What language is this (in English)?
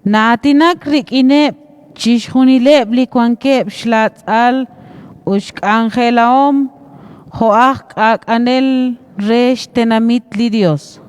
Kekchí